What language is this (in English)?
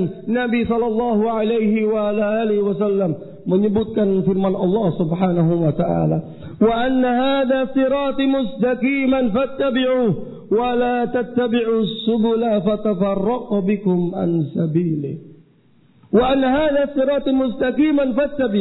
Indonesian